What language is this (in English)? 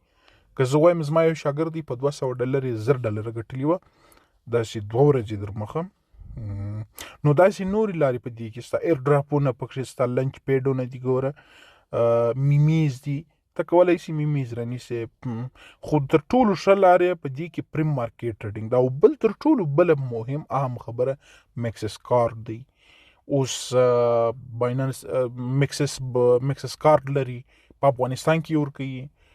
Pashto